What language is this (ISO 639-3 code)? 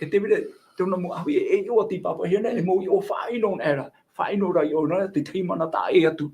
tah